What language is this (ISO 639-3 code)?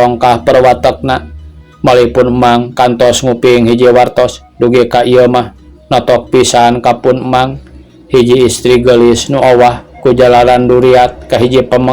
sun